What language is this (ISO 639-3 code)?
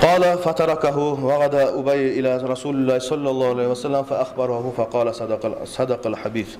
kum